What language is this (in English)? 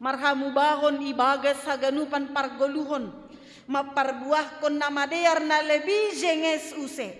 Batak Simalungun